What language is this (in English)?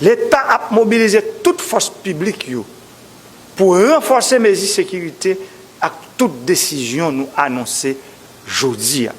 Haitian Creole